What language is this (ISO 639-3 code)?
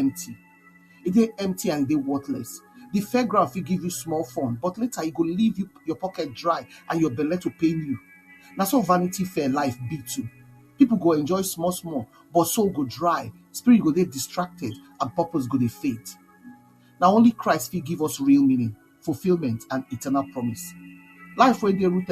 pcm